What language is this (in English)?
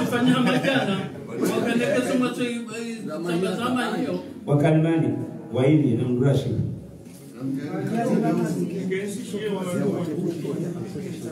Swahili